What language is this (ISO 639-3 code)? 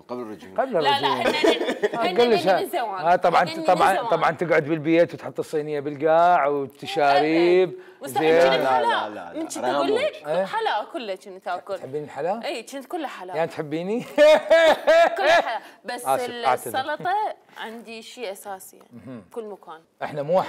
acm